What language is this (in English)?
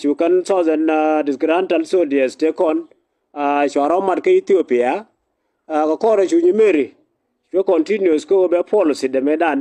Nuer